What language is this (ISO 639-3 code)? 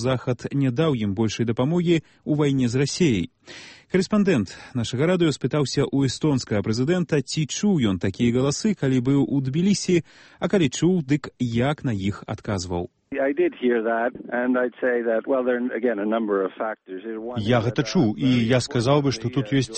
bel